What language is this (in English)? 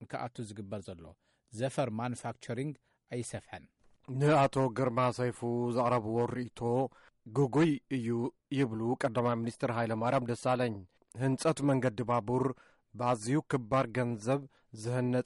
Tigrinya